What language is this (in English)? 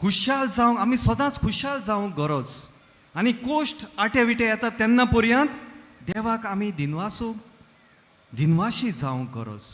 Konkani